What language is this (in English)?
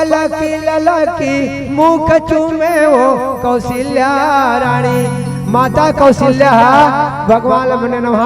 Chhattisgarhi